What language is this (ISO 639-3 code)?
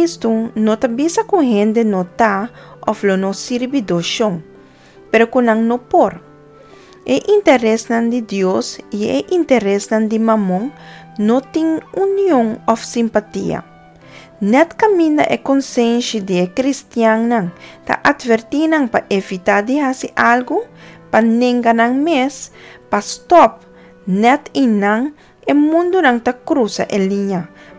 pap